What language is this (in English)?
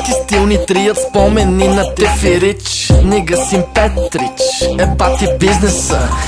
Bulgarian